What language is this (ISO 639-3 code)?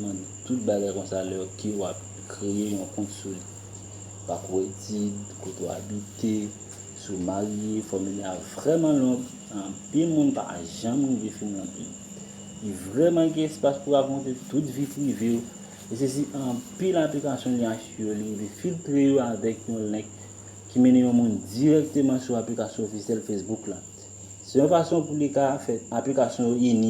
hat